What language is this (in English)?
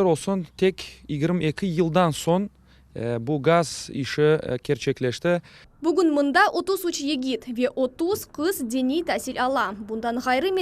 Crimean Tatar